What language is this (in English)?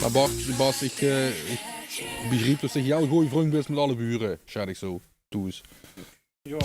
Limburgish